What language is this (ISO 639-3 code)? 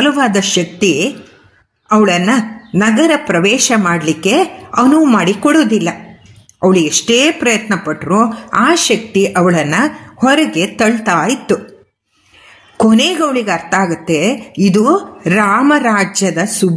kan